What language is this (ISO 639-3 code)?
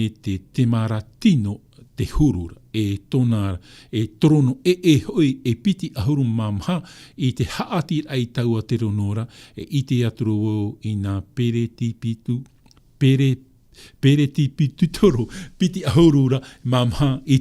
tah